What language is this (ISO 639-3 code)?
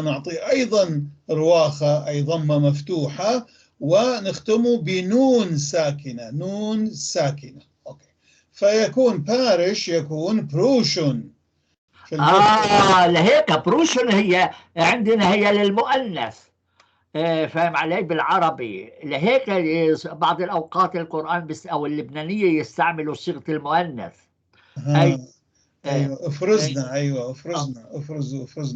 apc